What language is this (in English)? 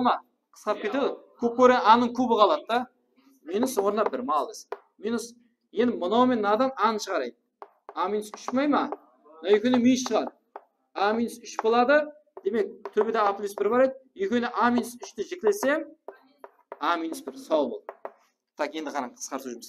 Kara-Kalpak